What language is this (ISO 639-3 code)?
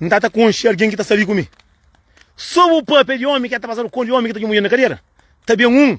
kea